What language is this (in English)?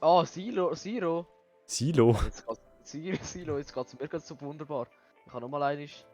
Swiss German